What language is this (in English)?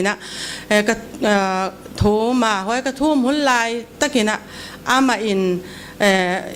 Paite Chin